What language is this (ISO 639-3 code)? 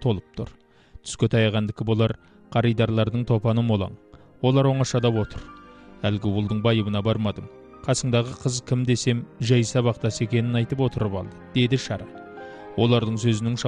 kaz